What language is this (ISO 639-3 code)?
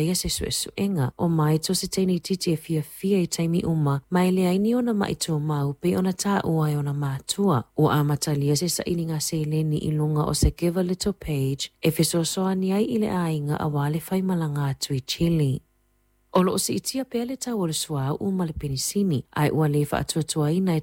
smo